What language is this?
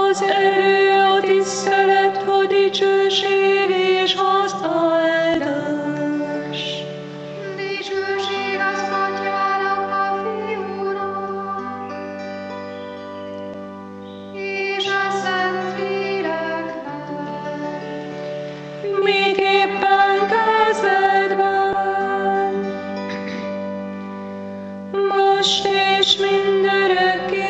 Hungarian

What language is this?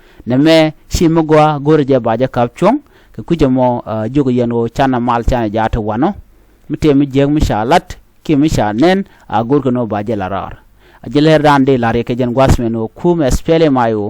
Nuer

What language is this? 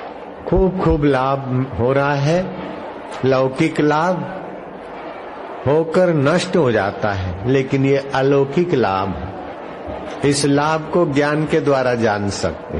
Hindi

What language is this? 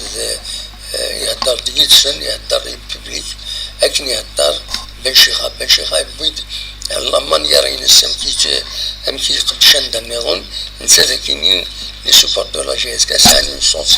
Kabyle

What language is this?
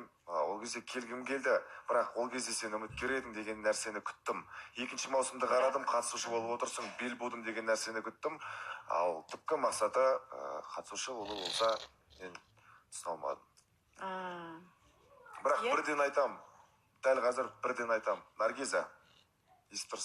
Kazakh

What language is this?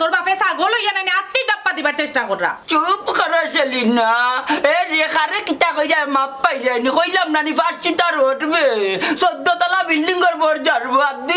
Sylheti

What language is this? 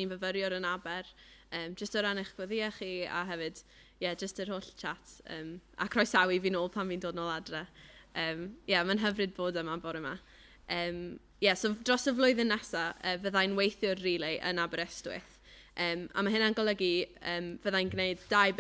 Welsh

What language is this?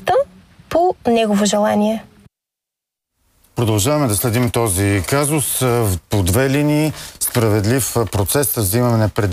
Bulgarian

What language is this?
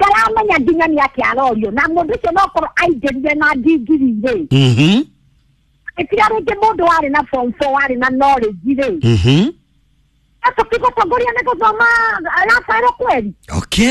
Kikuyu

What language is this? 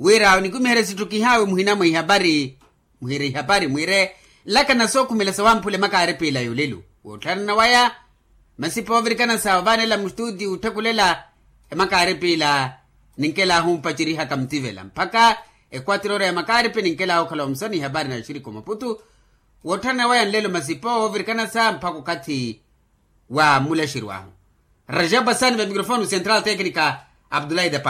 Makhuwa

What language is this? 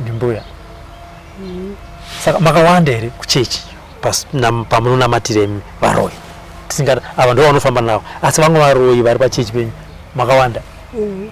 Shona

